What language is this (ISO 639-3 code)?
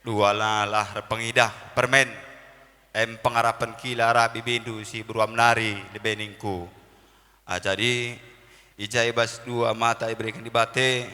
btx